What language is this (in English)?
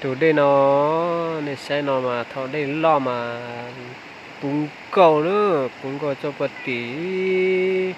Hmong